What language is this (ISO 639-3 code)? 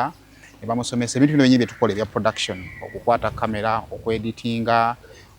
lug